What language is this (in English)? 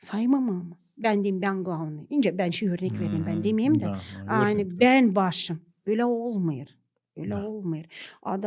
Gagauz